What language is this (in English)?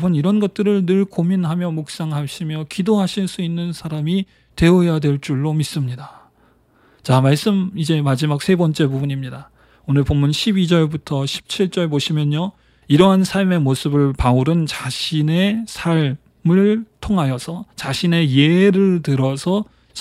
Korean